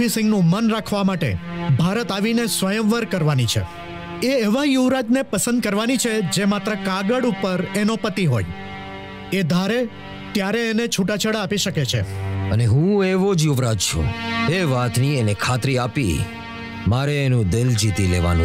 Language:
Gujarati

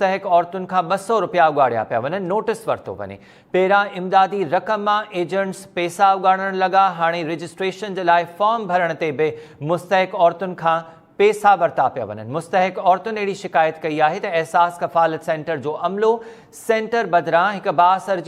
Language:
Sindhi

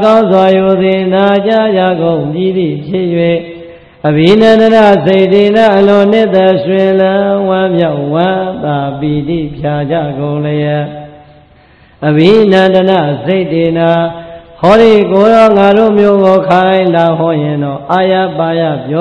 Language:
Burmese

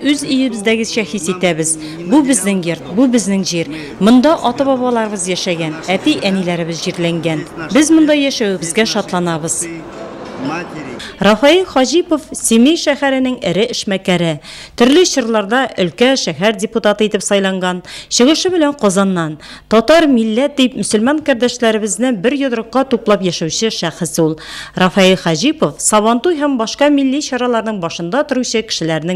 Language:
Tatar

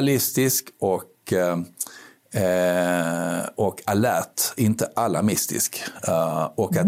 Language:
Swedish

